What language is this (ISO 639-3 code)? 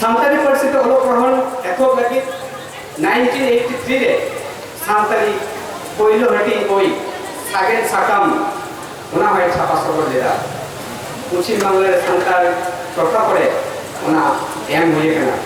sat